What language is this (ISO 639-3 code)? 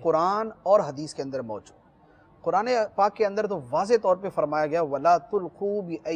urd